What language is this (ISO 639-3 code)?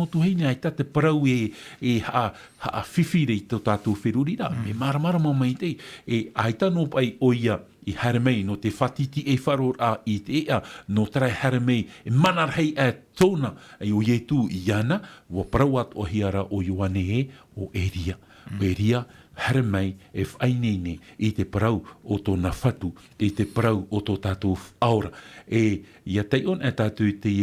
tah